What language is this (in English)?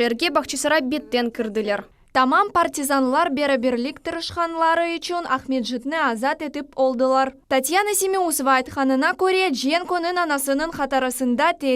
Crimean Tatar